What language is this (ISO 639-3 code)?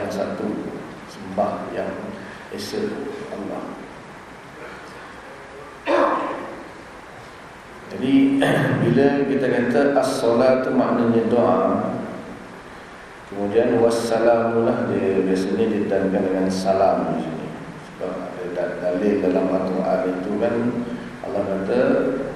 msa